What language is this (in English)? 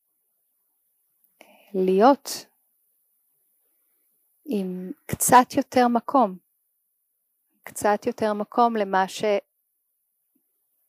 Hebrew